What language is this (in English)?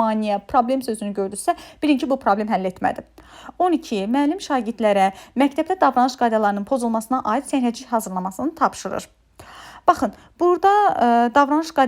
Azerbaijani